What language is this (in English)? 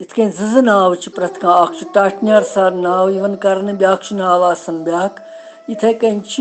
Kashmiri